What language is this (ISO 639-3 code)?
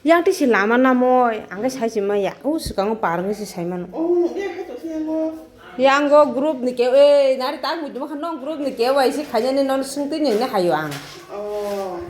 trp